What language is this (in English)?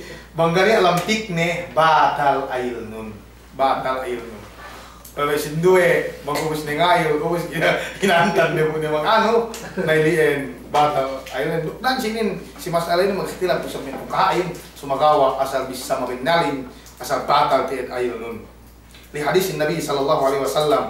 Yakan